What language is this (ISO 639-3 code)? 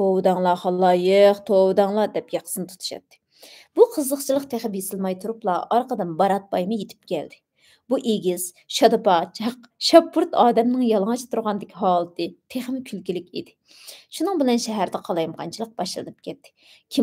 uig